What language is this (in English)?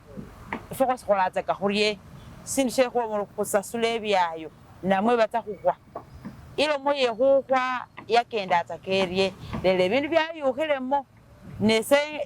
Masaaba